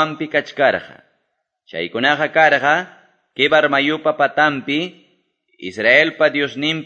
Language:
Quechua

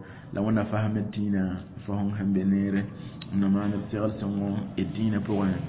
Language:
Mossi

